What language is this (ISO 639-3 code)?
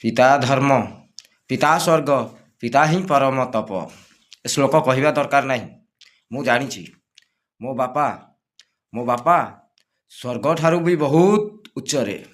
ori